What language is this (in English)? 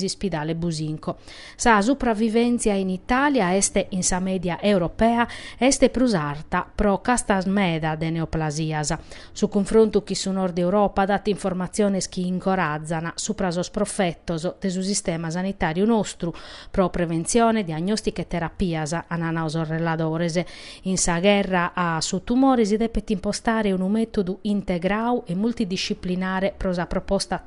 Sardinian